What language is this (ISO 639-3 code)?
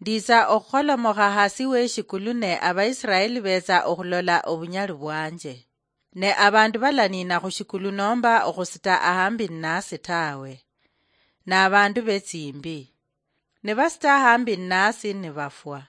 luy